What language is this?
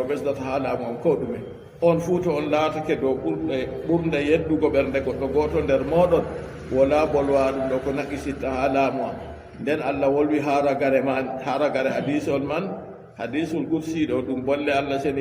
Fula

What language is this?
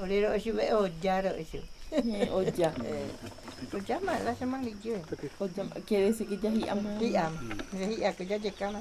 Guarani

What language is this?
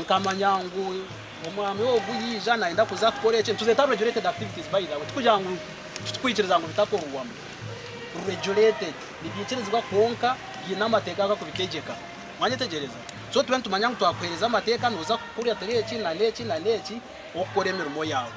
Nyankole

